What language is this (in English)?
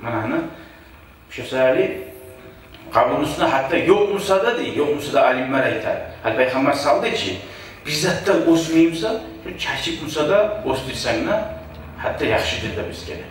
Kumyk